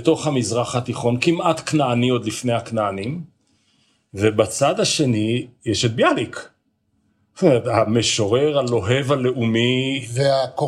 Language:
Hebrew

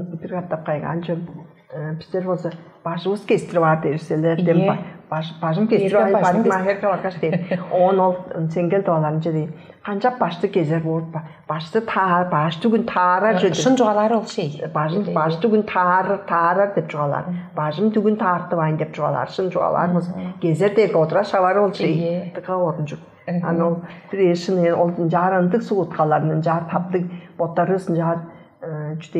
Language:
Tuvinian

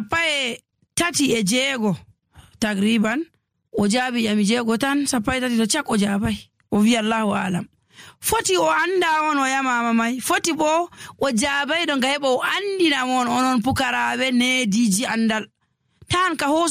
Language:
Nigerian Fulfulde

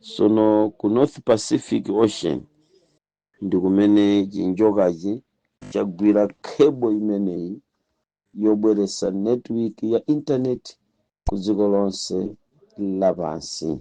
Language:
Nyanja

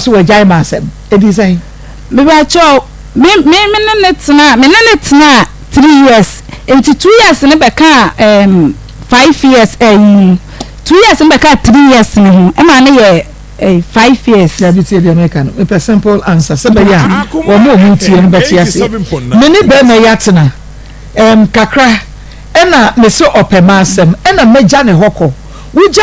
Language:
Akan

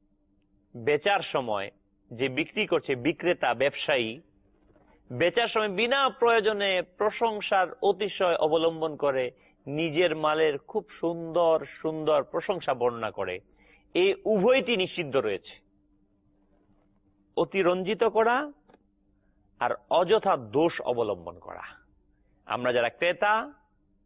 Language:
Bangla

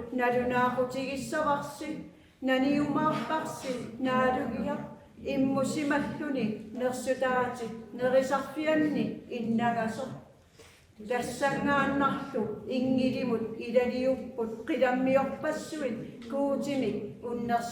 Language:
Kalaallisut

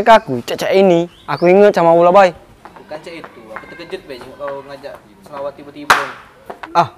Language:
Musi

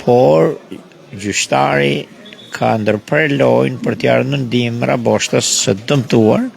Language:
Albanian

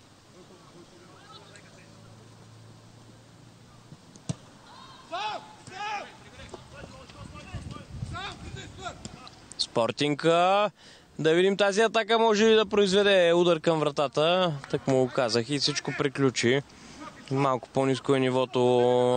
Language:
Bulgarian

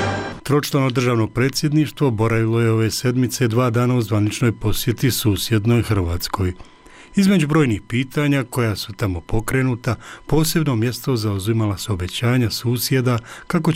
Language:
Bosnian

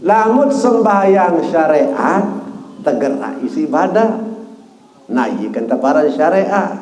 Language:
Sasak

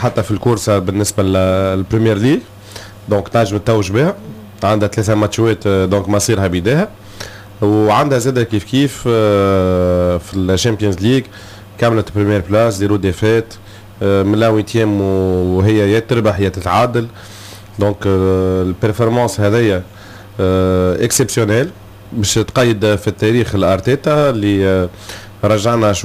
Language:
Tunisian Arabic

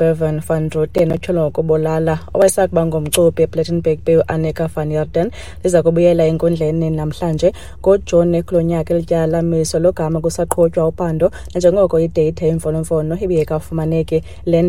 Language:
Xhosa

